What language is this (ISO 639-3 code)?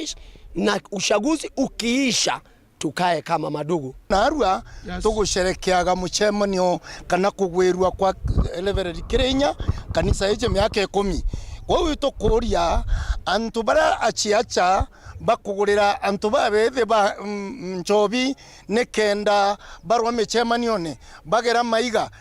mer